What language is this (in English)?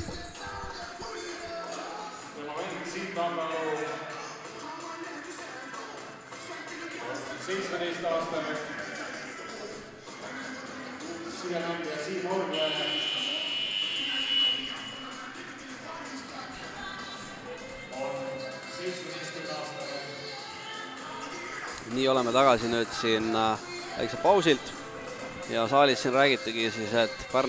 Estonian